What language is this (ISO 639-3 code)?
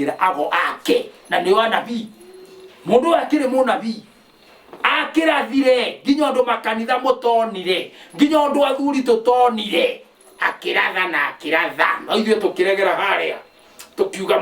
kik